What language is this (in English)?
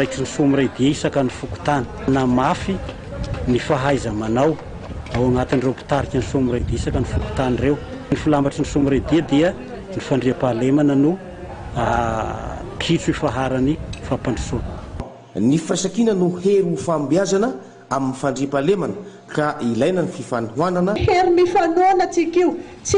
Malagasy